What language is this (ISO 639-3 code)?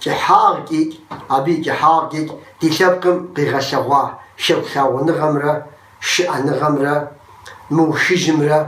kbd